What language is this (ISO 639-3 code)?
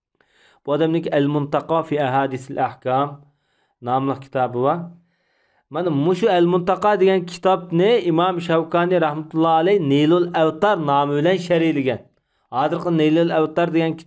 uig